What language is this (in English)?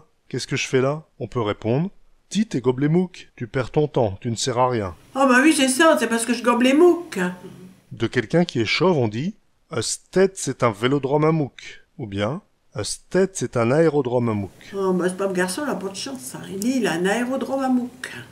Picard